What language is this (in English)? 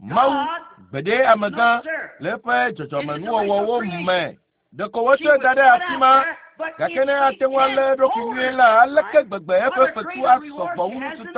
Ewe